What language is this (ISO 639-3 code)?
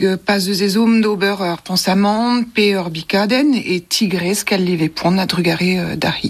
bre